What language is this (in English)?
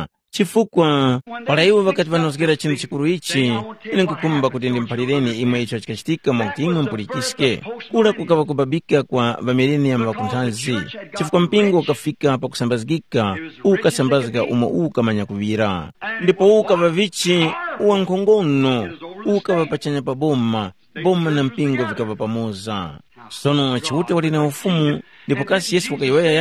Tumbuka